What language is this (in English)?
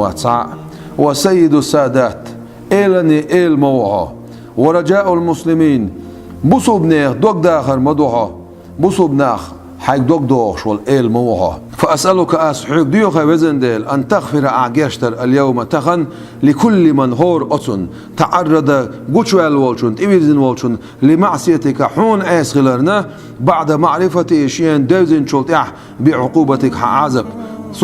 Chechen